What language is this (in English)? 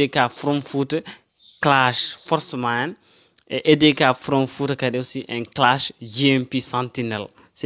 Fula